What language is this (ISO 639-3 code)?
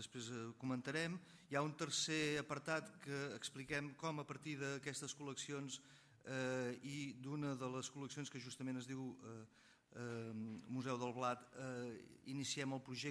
cat